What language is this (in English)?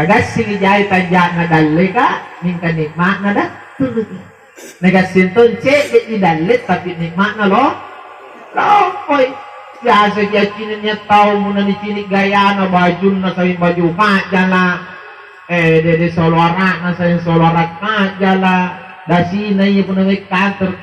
Makasar